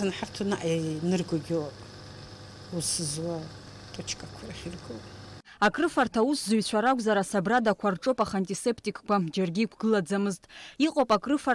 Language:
Abkhazian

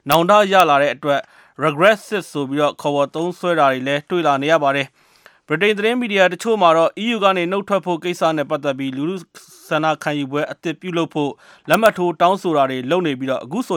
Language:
Burmese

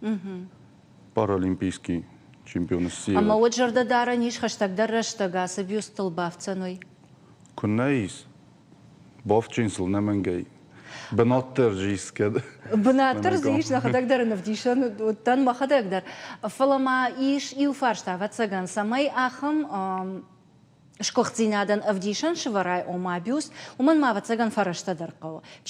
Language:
Ossetic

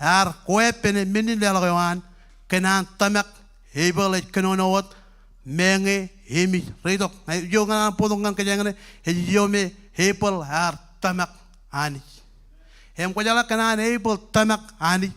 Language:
Marshallese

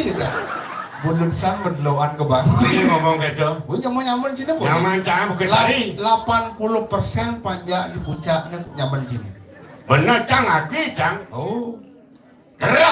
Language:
Balinese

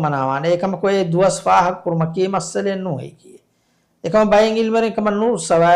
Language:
Divehi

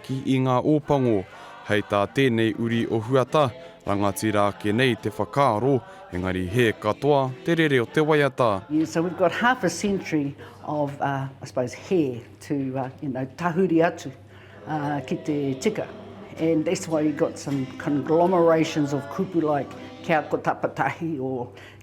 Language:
Māori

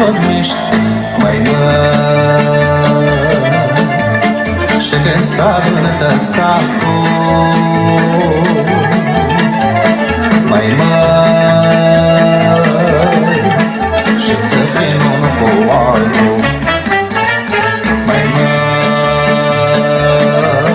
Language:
Romanian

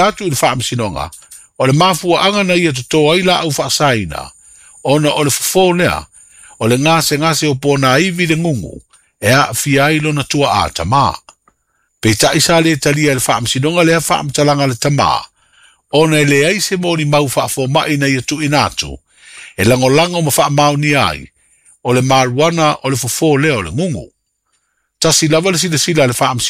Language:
Samoan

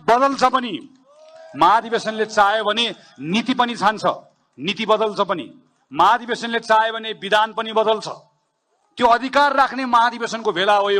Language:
Nepali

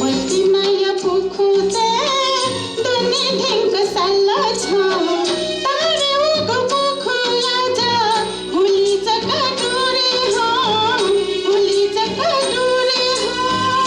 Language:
Newari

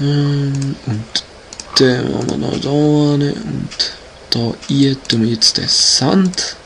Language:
Swiss German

